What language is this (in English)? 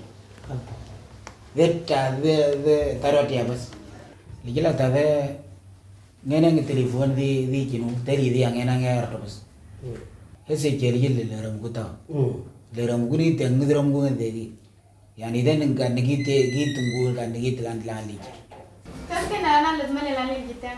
Moro